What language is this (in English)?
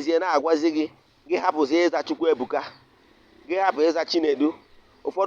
Igbo